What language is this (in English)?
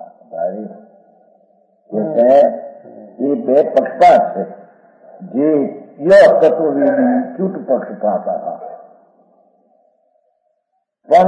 Gujarati